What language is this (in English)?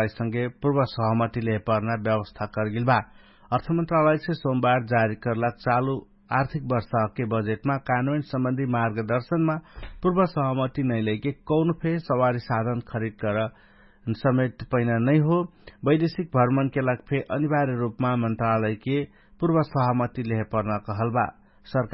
Dangaura Tharu